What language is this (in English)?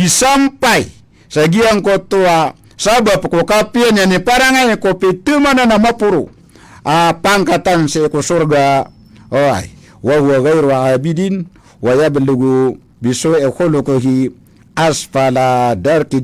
Maranao